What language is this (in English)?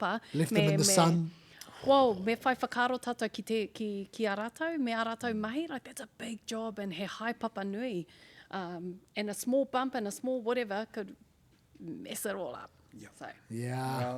Māori